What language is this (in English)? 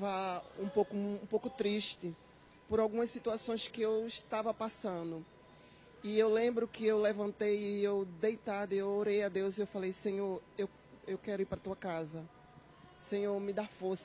Portuguese